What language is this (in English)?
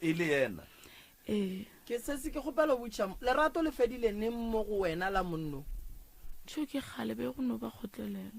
Northern Sotho